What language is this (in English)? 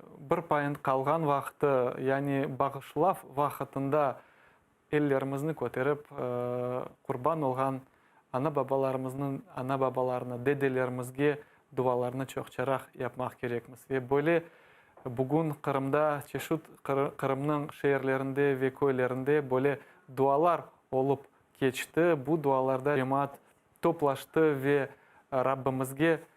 Crimean Tatar